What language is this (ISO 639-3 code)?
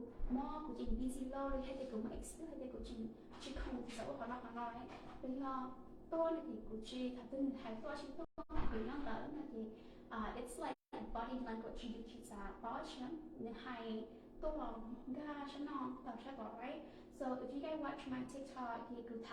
hmn